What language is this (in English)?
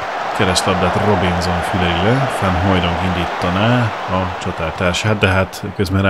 Hungarian